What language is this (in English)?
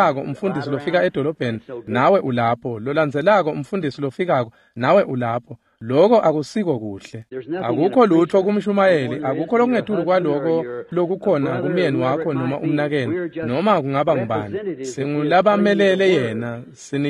Swati